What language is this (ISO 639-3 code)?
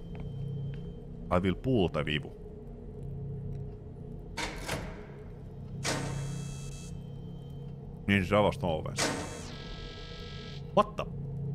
fin